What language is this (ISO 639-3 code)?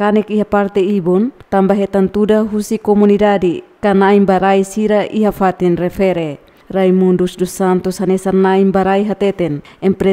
tet